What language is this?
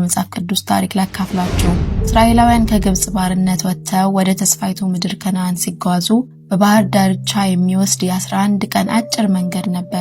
Amharic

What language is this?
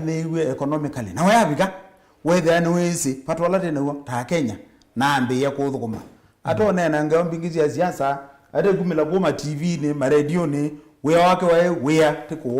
Kamba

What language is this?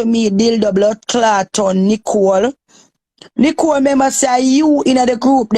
Jamaican Creole English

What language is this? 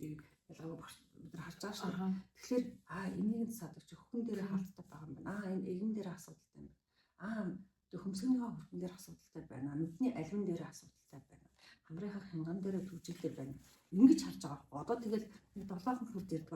Mongolian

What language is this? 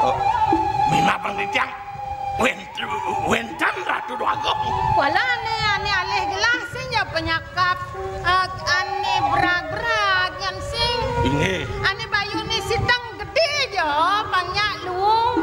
Balinese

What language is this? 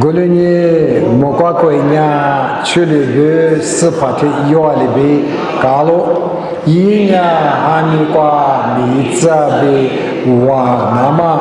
Lisu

